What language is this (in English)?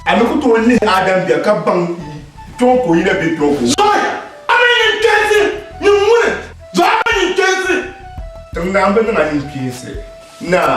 Dagbani